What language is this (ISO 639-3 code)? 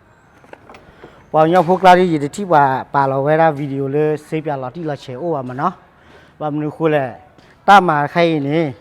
ksw